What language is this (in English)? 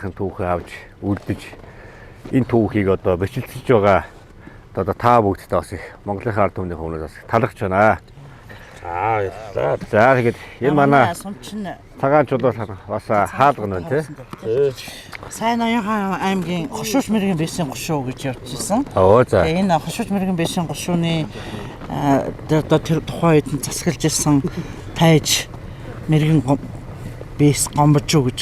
Mongolian